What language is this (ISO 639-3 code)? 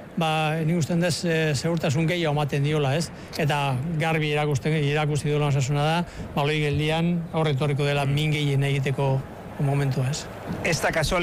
eus